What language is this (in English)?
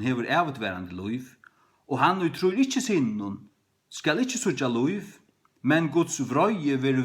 Faroese